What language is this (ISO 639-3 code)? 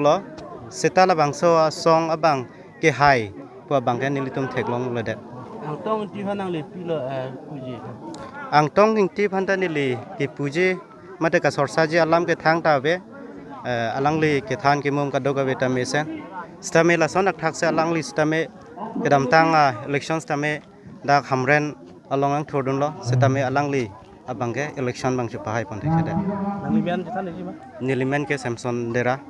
mjw